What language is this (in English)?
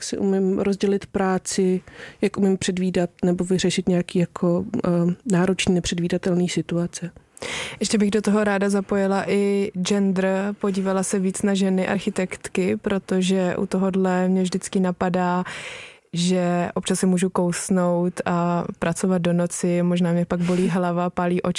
Czech